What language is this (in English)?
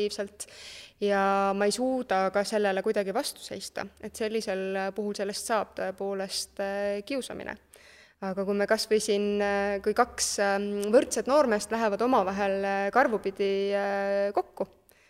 Estonian